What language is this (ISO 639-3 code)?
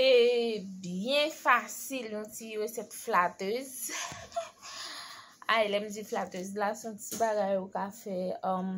hat